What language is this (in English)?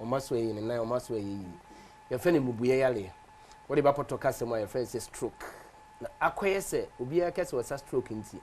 Akan